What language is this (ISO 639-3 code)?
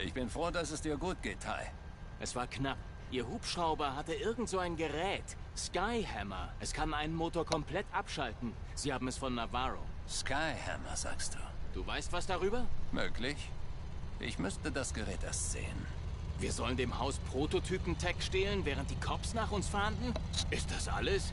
gsw